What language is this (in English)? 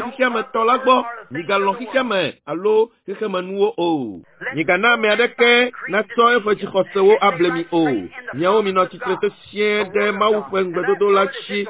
Ewe